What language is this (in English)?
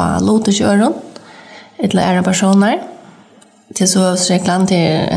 Faroese